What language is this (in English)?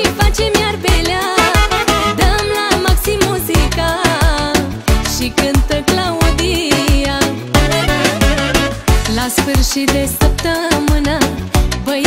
Romanian